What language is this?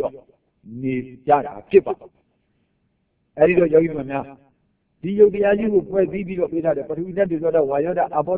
Burmese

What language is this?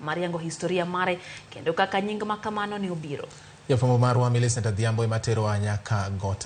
Luo (Kenya and Tanzania)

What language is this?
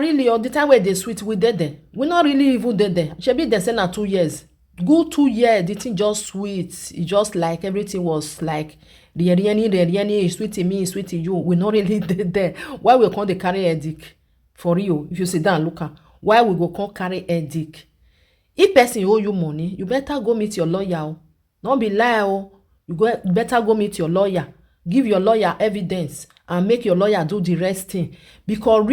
Nigerian Pidgin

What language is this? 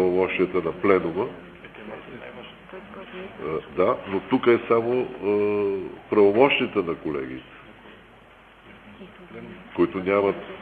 Bulgarian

